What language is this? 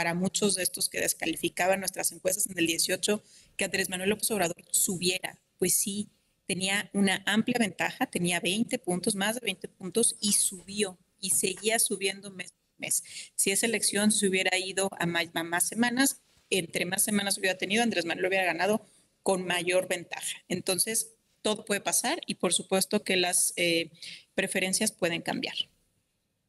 Spanish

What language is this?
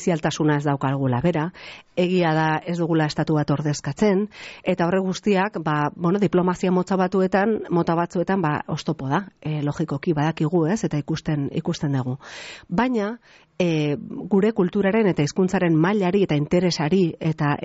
Basque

